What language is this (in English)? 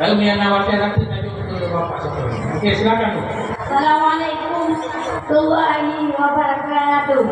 Achinese